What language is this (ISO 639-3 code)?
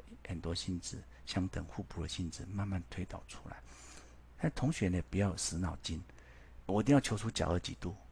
zho